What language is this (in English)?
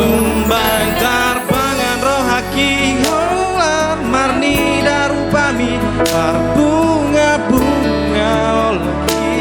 Batak Toba